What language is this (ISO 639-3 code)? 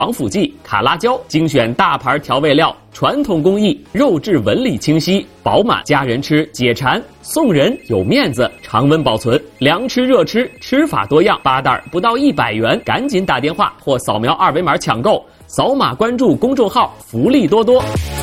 zho